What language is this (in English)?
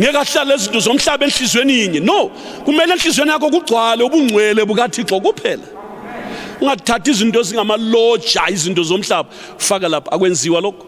North Ndebele